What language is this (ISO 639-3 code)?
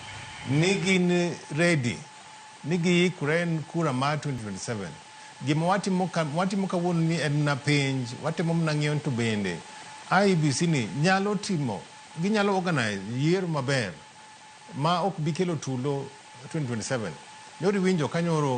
luo